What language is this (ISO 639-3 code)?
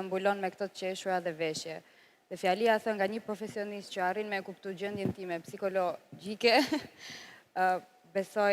sqi